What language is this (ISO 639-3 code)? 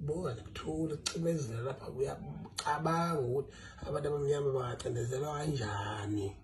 zul